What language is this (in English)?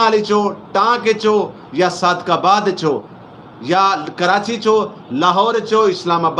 Saraiki